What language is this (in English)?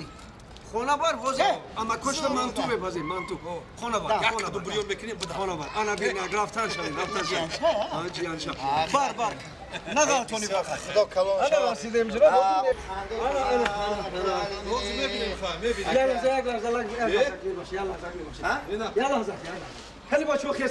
Tajik